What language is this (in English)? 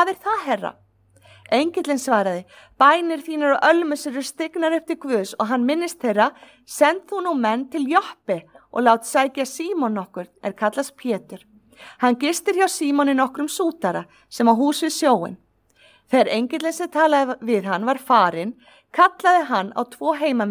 Icelandic